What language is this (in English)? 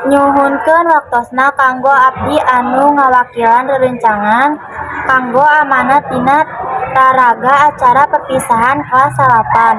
Sundanese